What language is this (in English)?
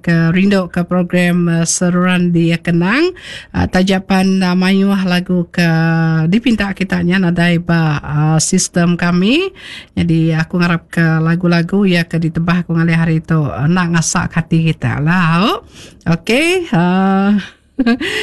Iban